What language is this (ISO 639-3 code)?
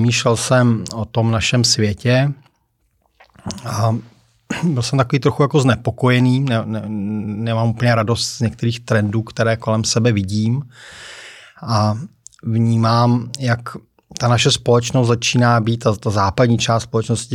ces